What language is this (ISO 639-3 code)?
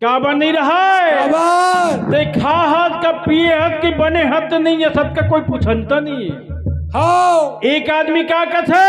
hne